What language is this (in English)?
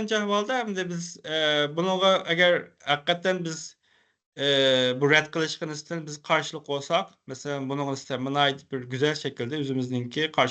Uyghur